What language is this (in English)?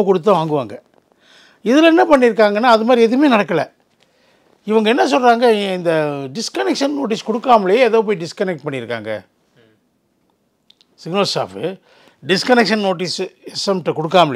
Tamil